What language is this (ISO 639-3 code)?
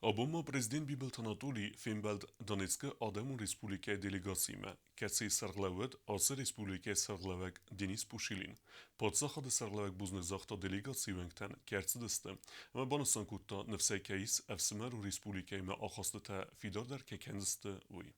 oss